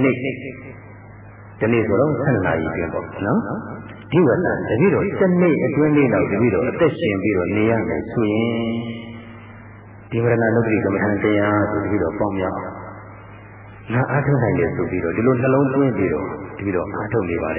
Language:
Burmese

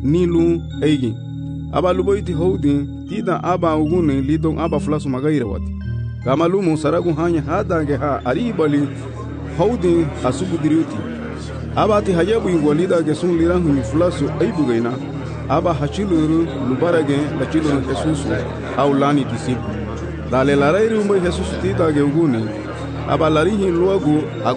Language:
Garifuna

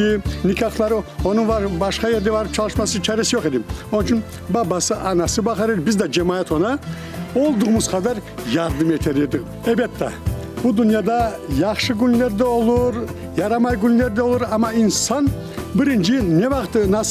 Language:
Crimean Tatar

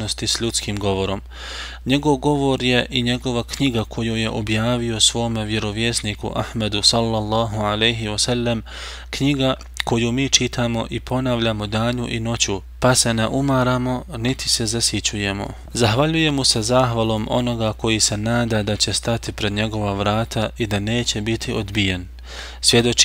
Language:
Bosnian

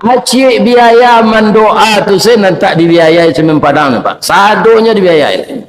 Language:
Minangkabau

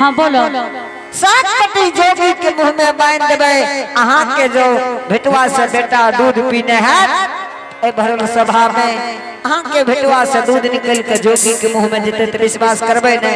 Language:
Angika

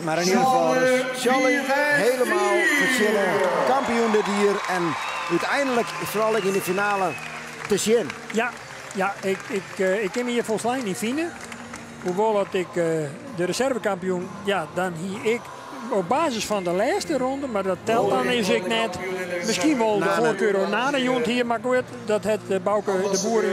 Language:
Western Frisian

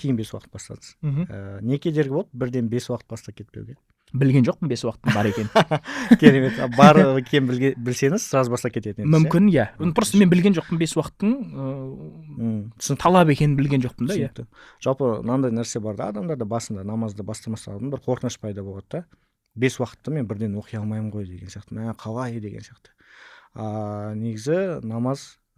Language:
Kazakh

